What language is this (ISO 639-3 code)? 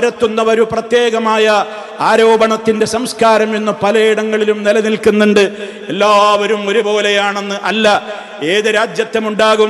mal